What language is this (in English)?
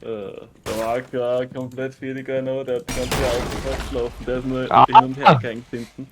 Bavarian